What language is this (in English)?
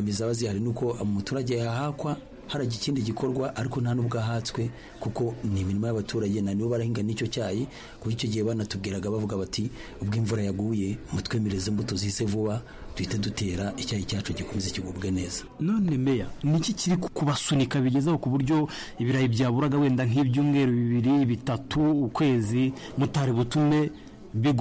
Kinyarwanda